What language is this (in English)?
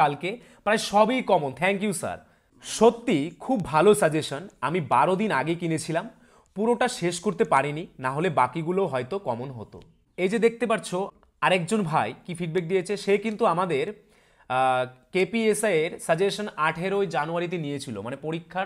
Bangla